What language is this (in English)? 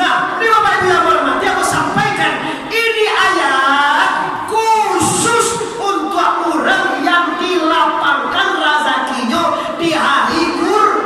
Minangkabau